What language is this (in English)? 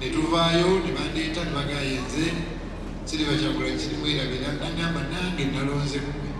Ganda